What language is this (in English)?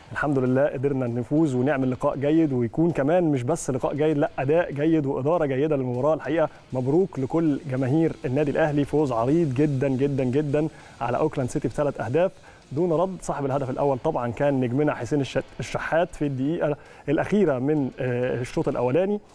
Egyptian Arabic